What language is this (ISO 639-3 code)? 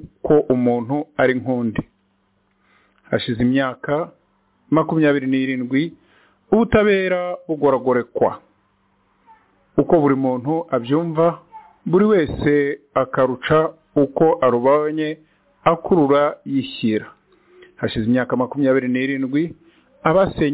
kin